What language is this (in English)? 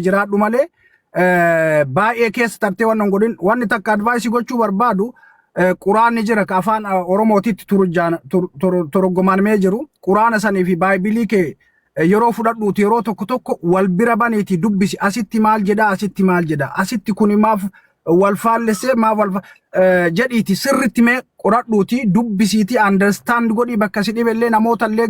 Oromo